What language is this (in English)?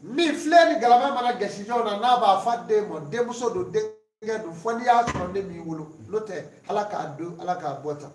Bambara